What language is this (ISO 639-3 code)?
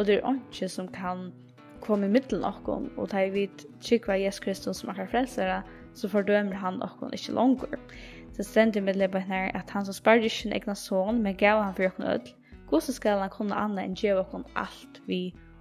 fao